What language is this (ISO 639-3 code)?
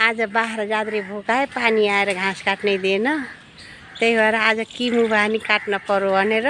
nep